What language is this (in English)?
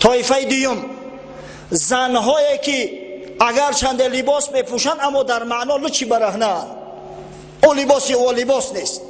Tajik